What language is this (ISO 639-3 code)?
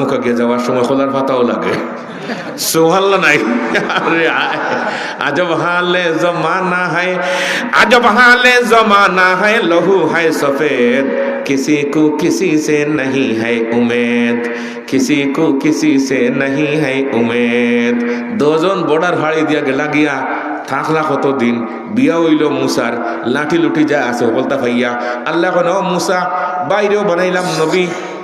syl